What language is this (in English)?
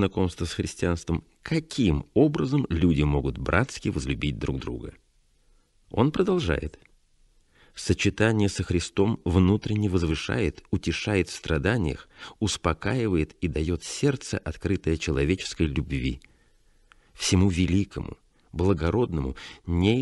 Russian